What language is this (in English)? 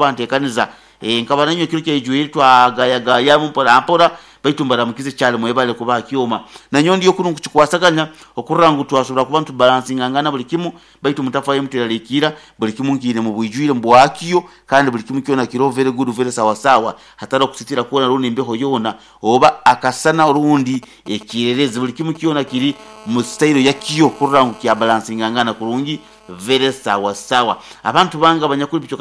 Nyoro